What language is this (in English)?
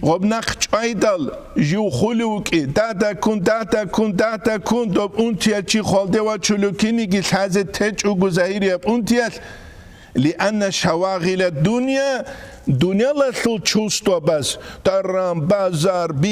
Avaric